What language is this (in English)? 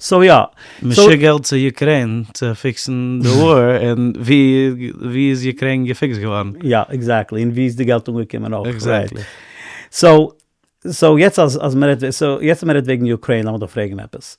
Yiddish